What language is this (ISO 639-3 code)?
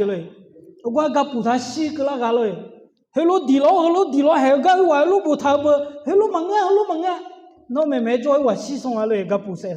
ahk